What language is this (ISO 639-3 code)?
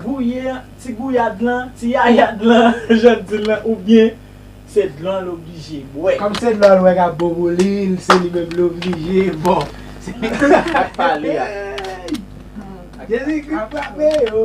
hat